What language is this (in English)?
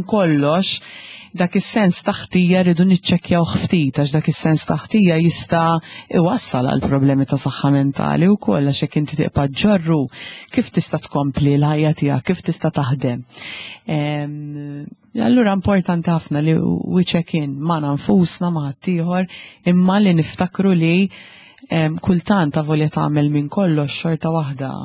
Maltese